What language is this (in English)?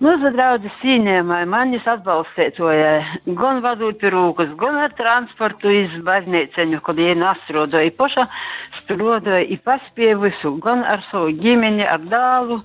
Latgalian